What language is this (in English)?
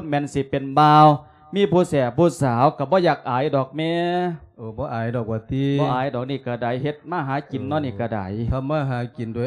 Lao